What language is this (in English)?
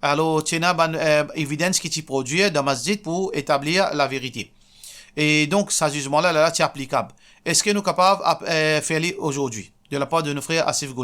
Morisyen